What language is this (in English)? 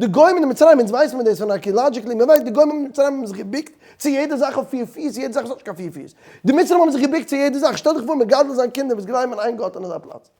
Yiddish